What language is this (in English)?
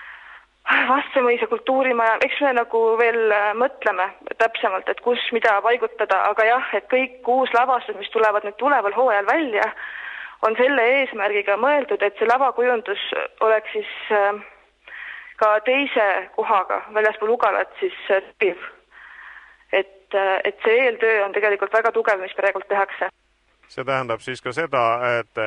Estonian